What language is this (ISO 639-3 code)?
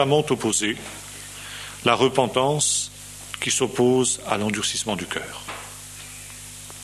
fra